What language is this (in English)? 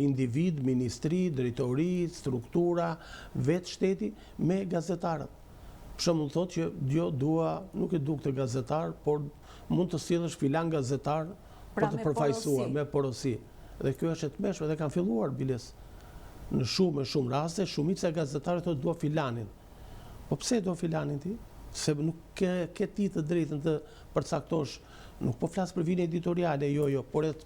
Albanian